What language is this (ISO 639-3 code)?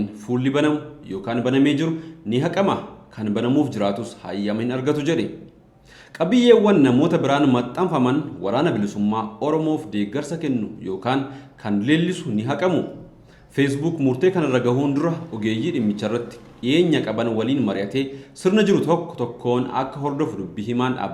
orm